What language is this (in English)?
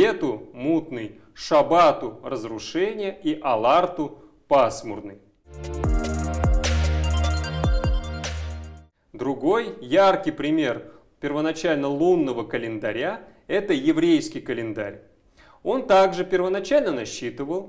Russian